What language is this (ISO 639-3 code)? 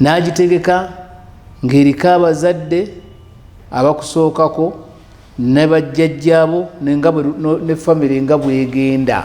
lug